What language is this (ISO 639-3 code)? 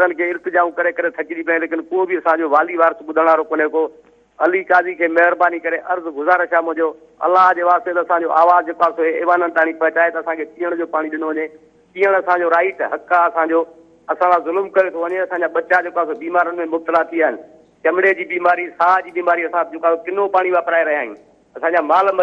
snd